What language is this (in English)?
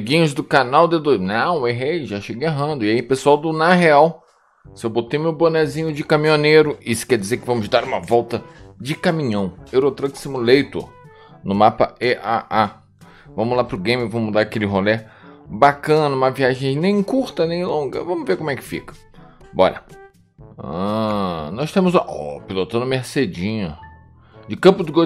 Portuguese